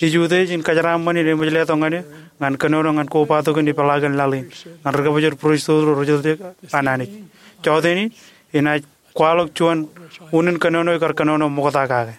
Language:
Marshallese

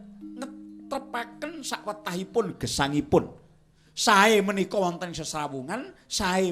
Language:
Javanese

